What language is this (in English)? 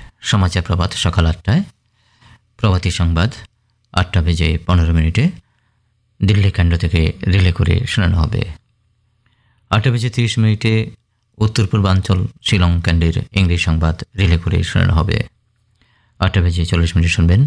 Bangla